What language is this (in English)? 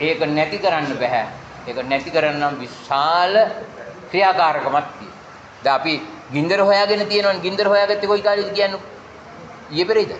Sinhala